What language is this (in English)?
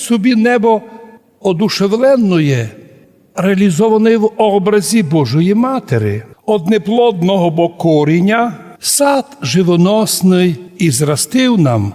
Rusyn